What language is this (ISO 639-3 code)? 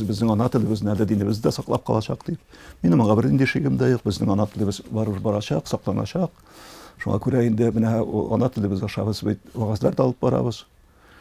tat